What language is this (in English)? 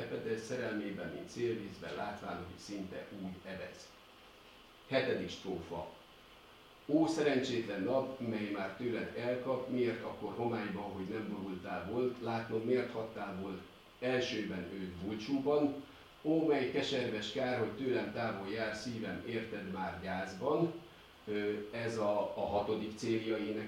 Hungarian